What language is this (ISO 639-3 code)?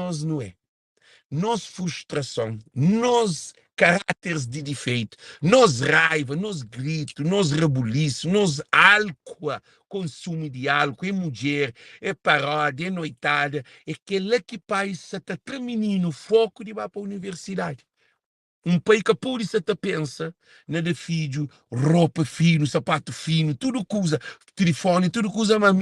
kea